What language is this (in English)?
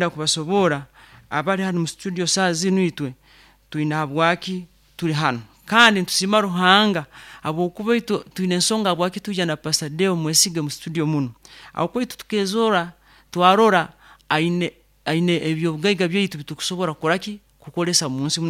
Nyoro